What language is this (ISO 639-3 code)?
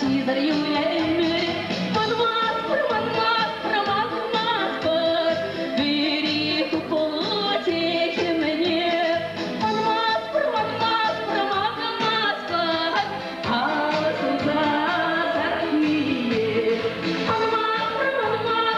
chv